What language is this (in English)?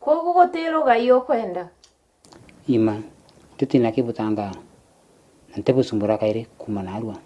Meru